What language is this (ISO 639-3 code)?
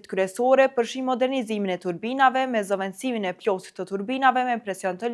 sqi